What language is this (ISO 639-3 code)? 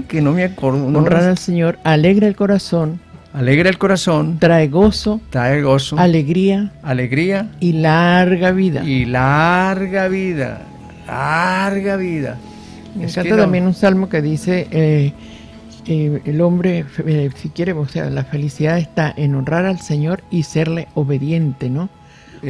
spa